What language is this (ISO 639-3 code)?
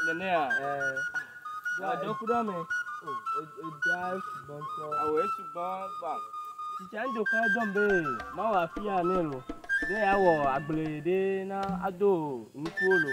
ewe